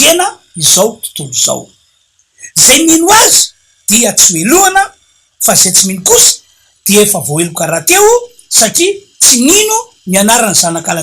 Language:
Malagasy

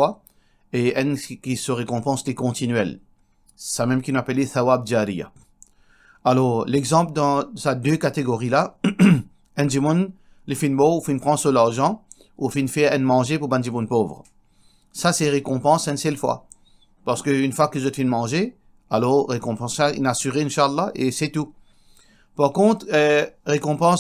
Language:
Morisyen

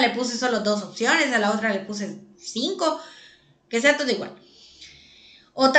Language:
Spanish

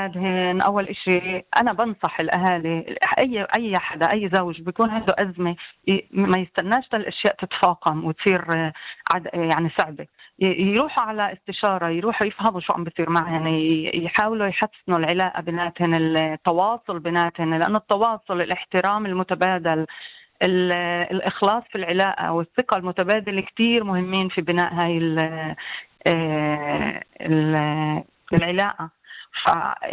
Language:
North Levantine Arabic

